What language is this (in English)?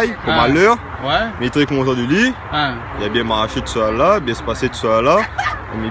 Réunion Creole French